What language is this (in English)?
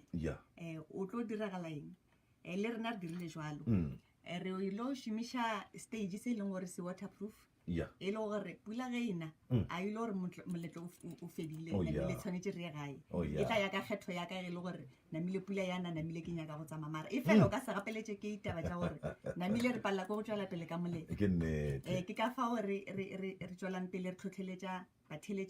Northern Sotho